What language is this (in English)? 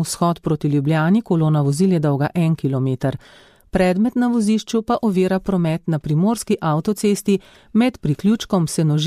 Slovenian